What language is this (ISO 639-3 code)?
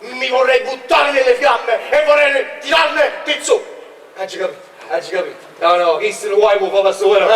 nap